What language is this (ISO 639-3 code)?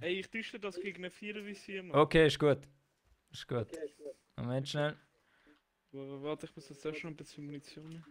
gsw